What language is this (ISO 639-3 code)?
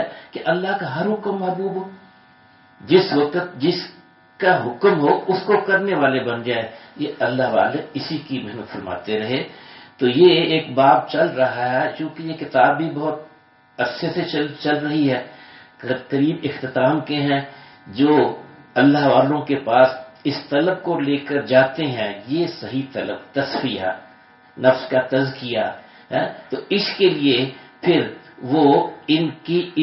urd